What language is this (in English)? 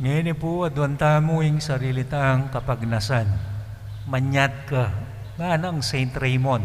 Pampanga